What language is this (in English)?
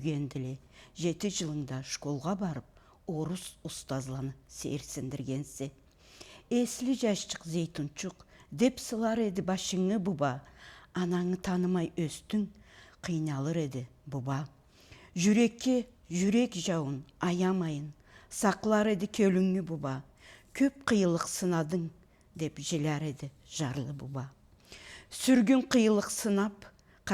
Karachay-Balkar